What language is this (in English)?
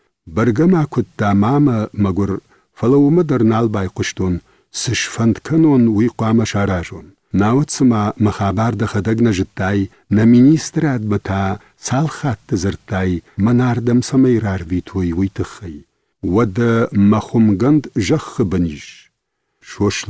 Ossetic